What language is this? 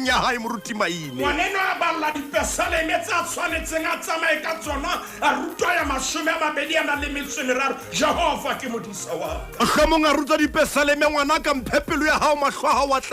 Southern Sotho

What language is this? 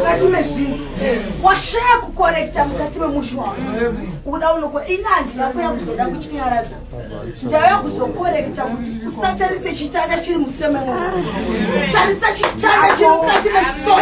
Shona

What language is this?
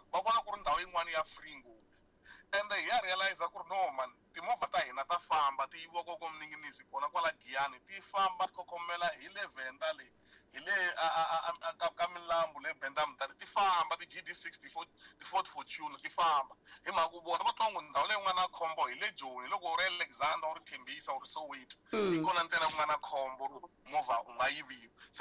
Tsonga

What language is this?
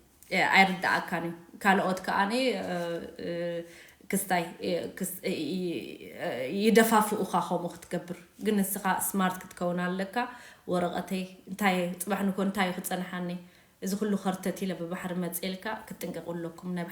Tigrinya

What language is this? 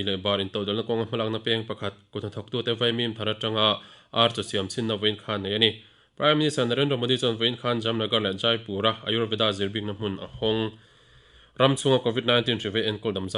Mizo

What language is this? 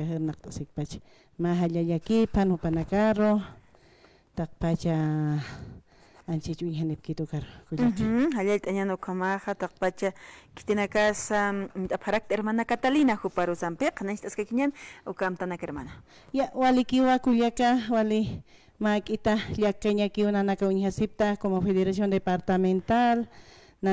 Aymara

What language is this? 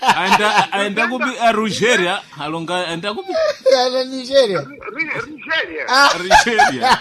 Sena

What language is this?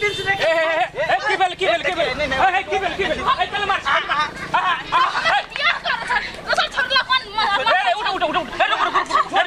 Maithili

